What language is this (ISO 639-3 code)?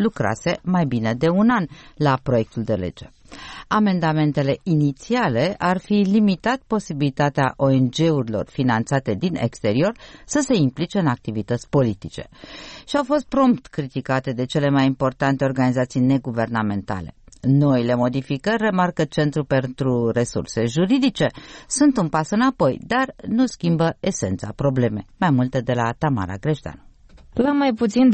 ron